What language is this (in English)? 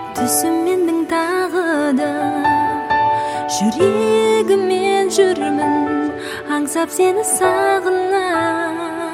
Kazakh